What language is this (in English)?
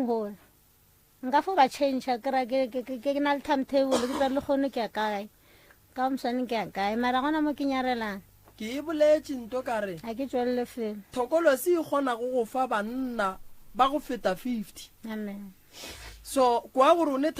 Northern Sotho